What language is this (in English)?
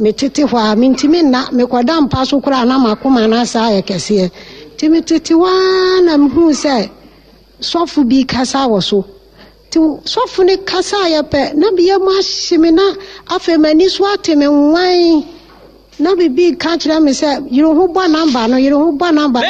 Akan